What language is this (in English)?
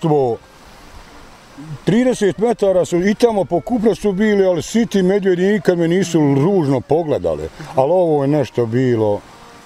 Bosnian